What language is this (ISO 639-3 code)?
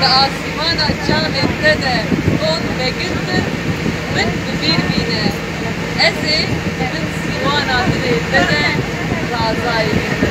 kur